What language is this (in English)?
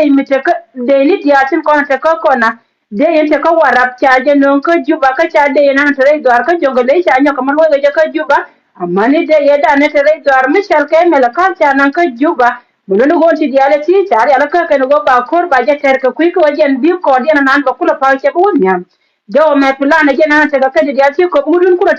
Nuer